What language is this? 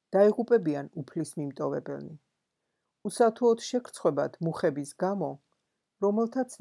Georgian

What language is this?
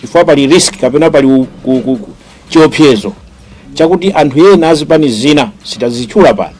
Nyanja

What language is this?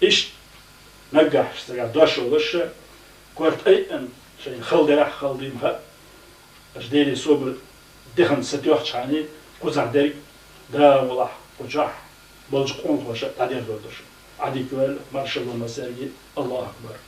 Chechen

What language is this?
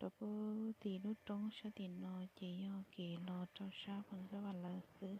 Hmong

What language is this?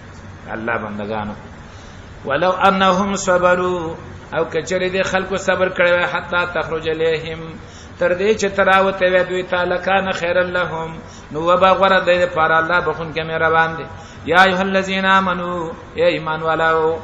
Pashto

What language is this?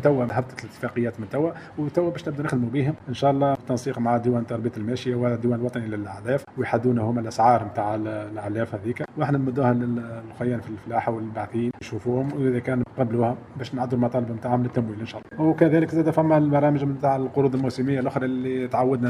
Tunisian Arabic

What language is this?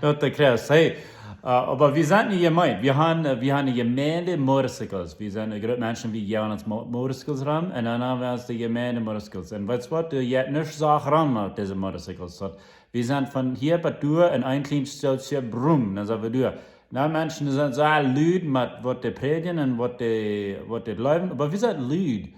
Plautdietsch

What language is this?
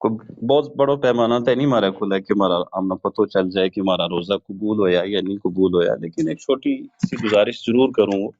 Gujari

